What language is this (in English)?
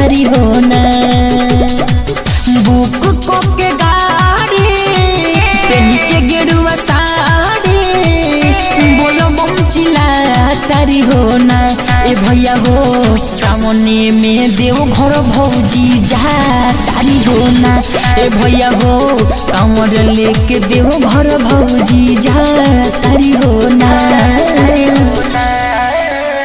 Bhojpuri